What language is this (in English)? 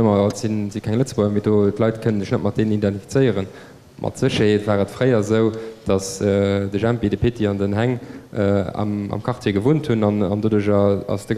Luxembourgish